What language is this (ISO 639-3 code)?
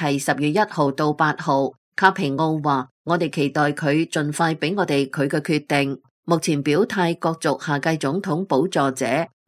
yue